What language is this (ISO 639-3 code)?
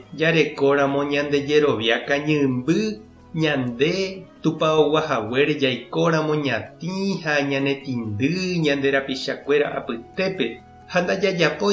grn